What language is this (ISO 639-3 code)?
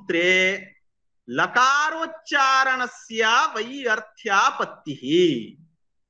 san